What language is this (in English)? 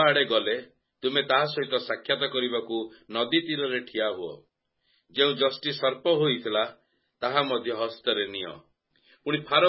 Odia